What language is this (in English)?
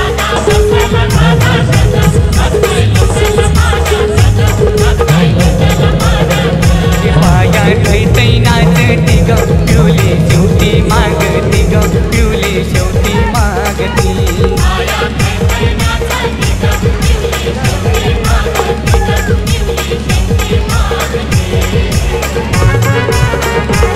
Marathi